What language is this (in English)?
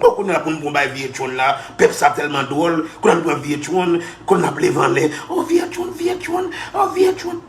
Haitian Creole